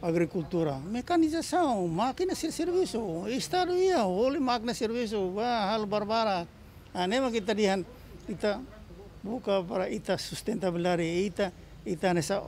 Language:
Tetum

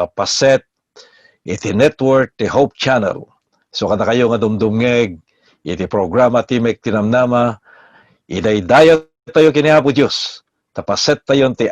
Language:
Iloko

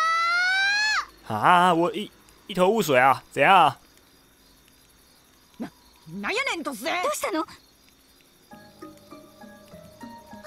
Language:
Japanese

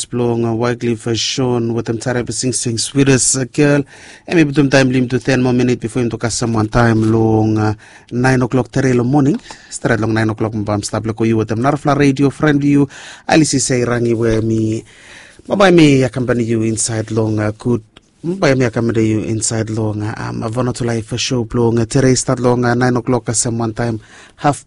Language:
Bislama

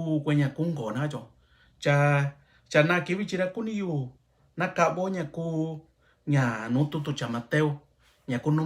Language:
Mixtepec Mixtec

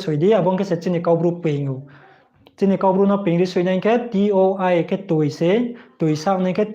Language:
Riang (India)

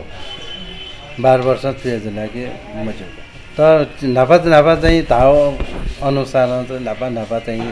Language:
Newari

